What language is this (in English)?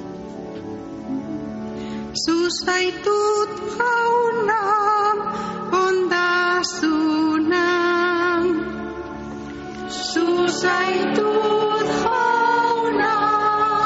Basque